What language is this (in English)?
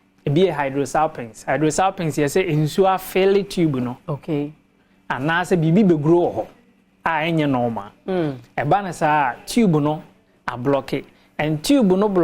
Akan